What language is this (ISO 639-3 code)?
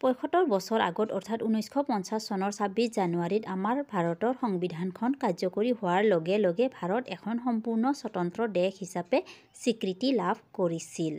asm